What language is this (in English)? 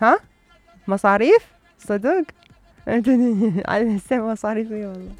Mesopotamian Arabic